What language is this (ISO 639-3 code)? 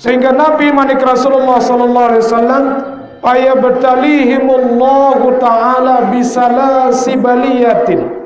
sas